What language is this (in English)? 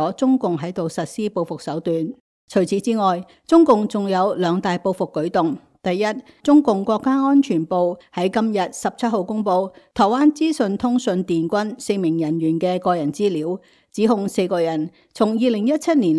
Cantonese